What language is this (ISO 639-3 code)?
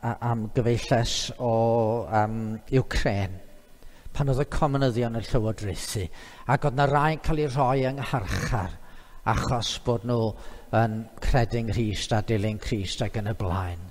cym